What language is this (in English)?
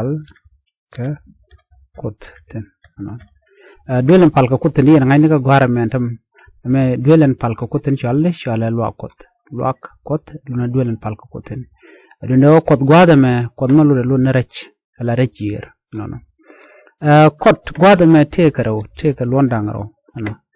Nuer